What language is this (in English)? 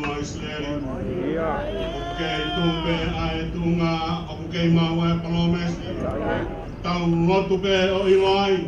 Tongan